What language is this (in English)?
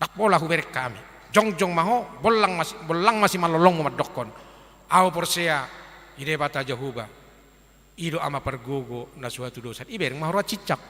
Batak Toba